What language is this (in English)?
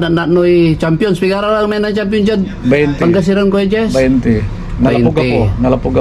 Pangasinan